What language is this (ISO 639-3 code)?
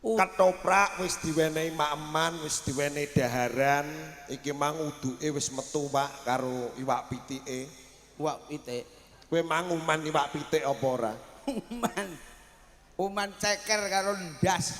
jav